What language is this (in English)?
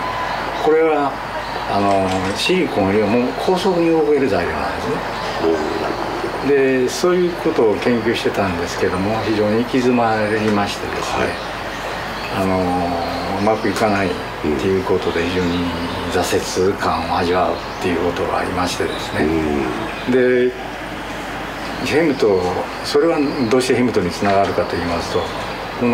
Japanese